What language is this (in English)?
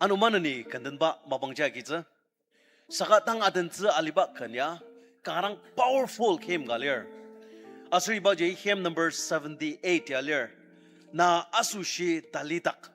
Ao Naga